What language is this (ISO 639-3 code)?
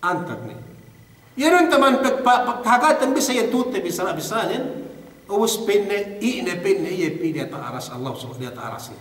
yka